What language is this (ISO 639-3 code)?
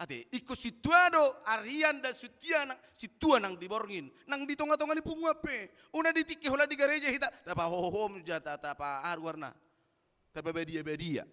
bbc